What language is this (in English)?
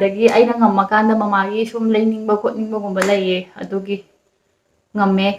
Manipuri